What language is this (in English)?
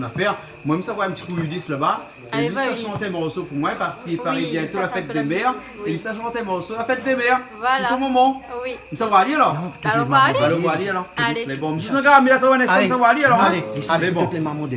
Réunion Creole French